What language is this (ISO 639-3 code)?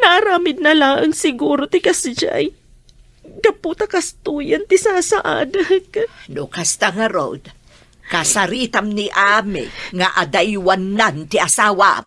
ilo